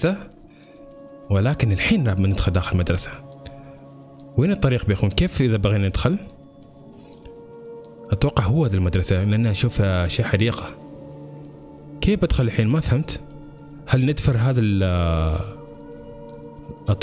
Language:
Gulf Arabic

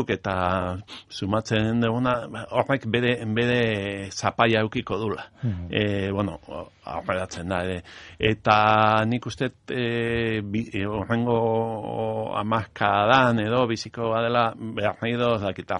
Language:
Basque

